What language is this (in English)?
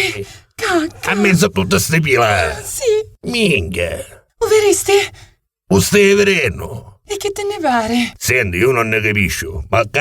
Neapolitan